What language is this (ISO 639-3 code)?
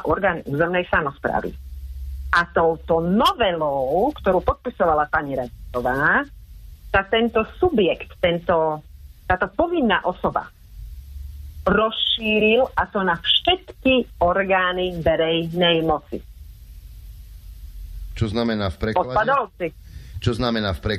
slk